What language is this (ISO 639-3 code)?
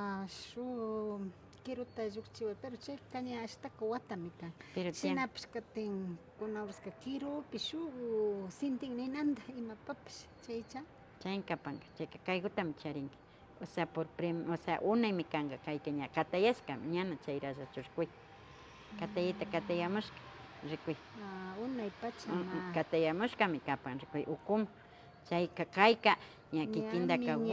qvi